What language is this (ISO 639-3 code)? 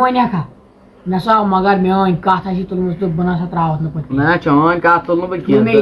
kas